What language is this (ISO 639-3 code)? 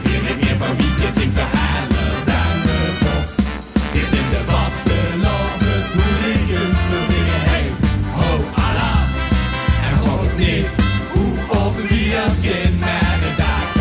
lim